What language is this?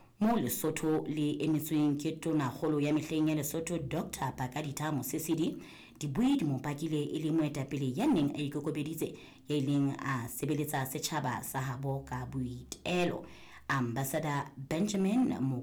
Southern Sotho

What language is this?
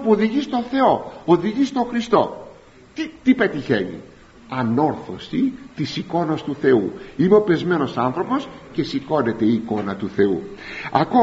Greek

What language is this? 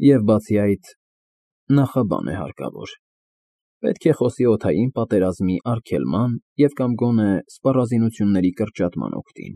Armenian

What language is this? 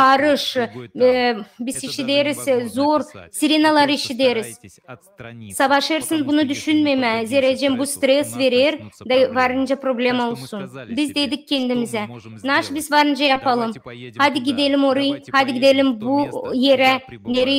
Gagauz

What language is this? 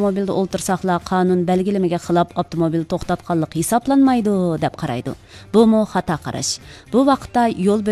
Uyghur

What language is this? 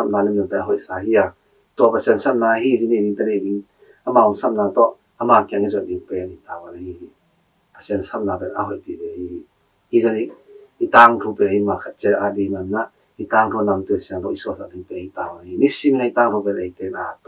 Tedim Chin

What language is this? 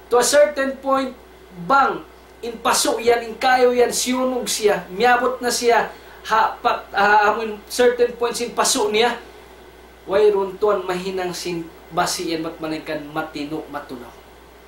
Tausug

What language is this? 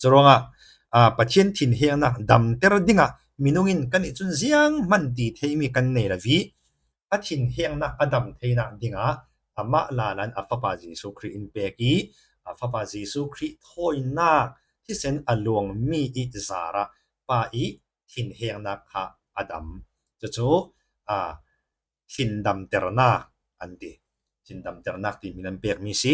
Falam Chin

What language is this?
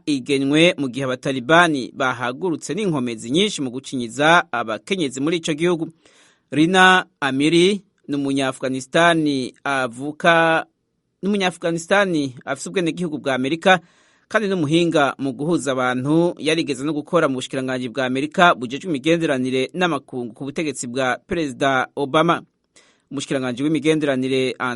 Rundi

